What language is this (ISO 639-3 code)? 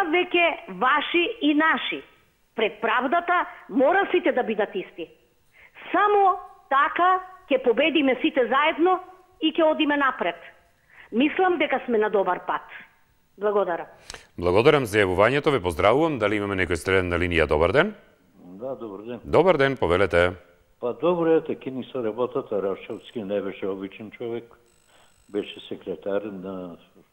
mkd